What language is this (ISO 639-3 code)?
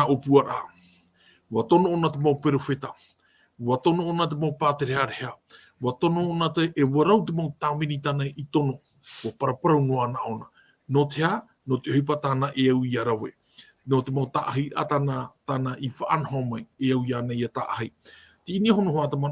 tah